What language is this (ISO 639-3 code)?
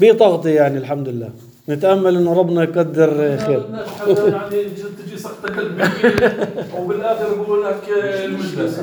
apc